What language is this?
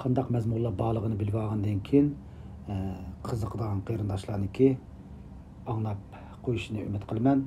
Uyghur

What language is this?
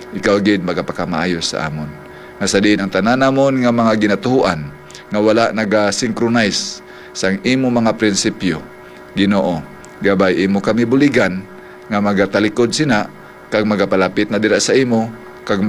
Hiligaynon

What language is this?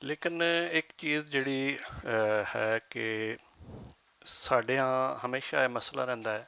Western Panjabi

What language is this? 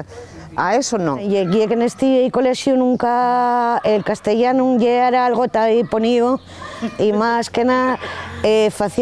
Asturian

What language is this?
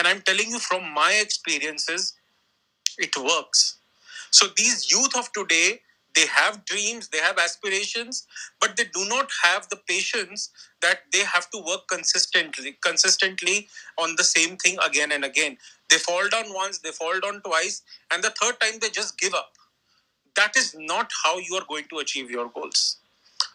English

